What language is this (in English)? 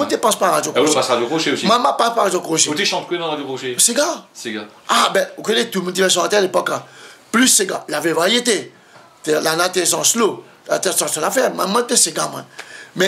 Réunion Creole French